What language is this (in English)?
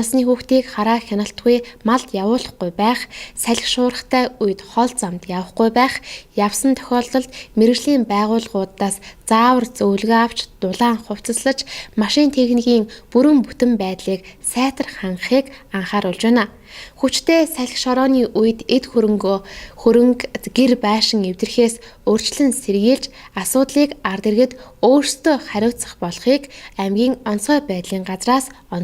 Mongolian